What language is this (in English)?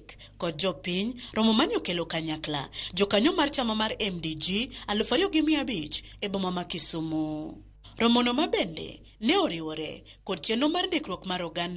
Luo (Kenya and Tanzania)